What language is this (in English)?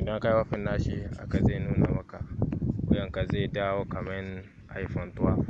Hausa